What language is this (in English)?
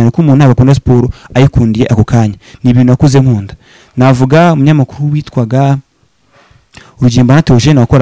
Kinyarwanda